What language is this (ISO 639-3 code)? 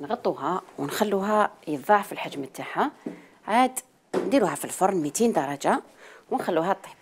arq